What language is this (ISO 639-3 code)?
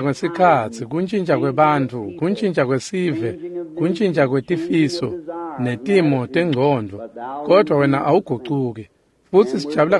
ssw